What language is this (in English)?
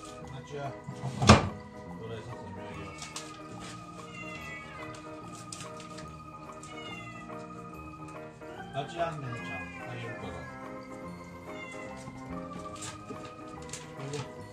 Japanese